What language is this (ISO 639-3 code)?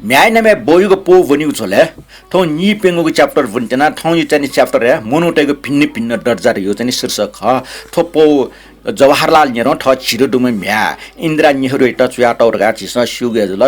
new